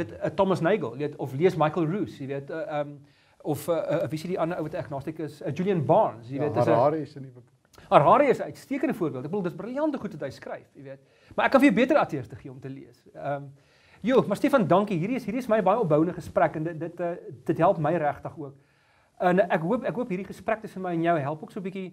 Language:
Afrikaans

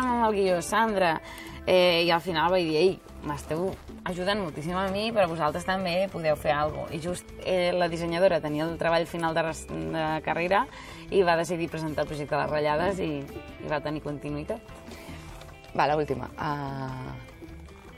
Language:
Catalan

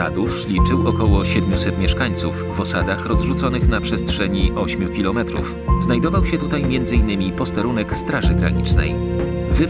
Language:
Polish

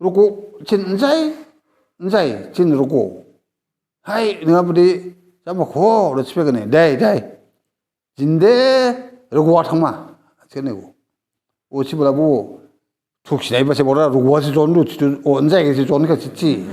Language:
Dimasa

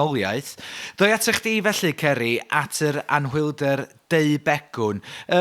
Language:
Welsh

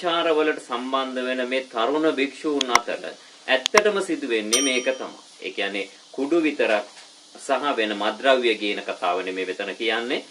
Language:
Sinhala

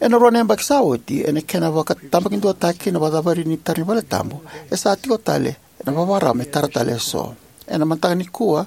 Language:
Fijian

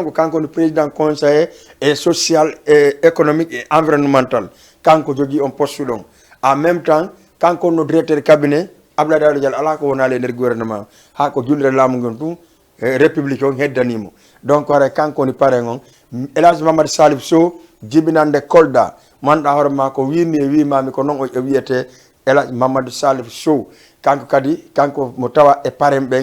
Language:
Fula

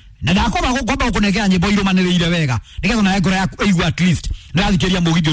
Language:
Kikuyu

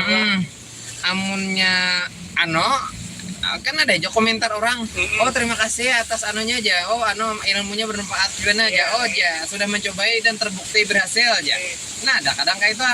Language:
Banjar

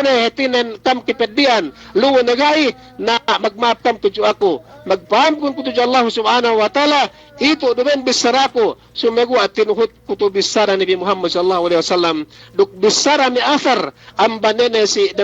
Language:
Yakan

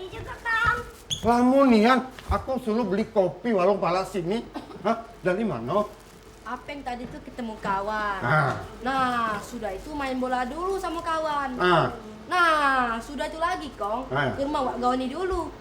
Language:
Musi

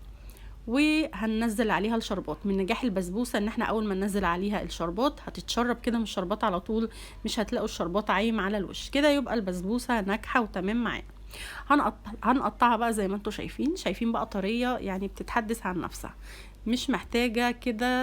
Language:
Egyptian Arabic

